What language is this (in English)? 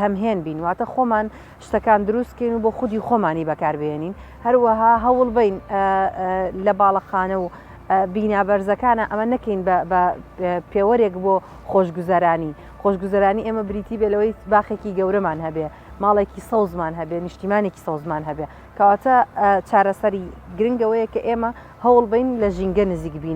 Central Kurdish